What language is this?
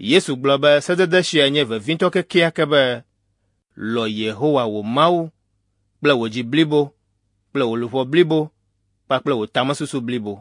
Ewe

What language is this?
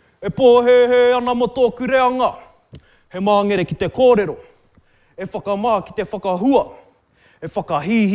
Māori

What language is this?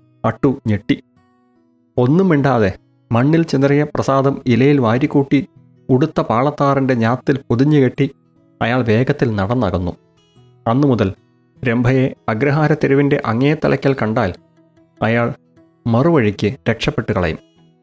Malayalam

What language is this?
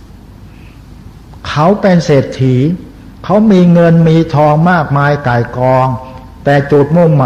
Thai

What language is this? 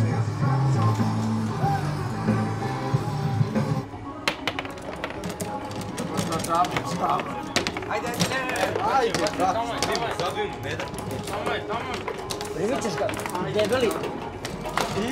Serbian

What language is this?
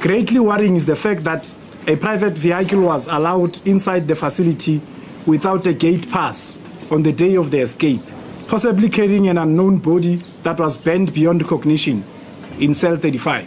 English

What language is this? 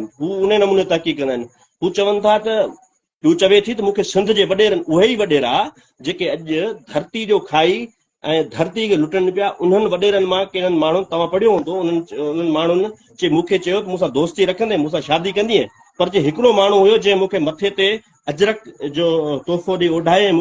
Sindhi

